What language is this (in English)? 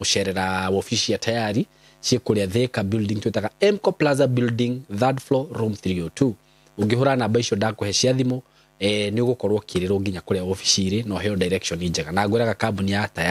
Kikuyu